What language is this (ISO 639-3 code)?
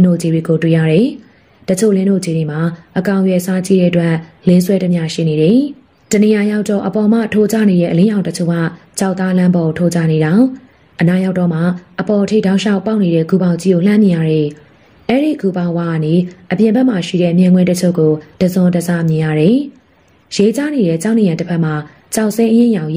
mya